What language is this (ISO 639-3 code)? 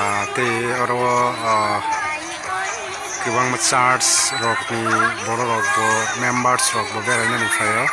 trp